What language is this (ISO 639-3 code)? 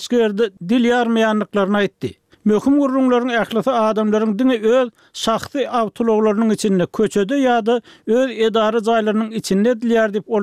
tuk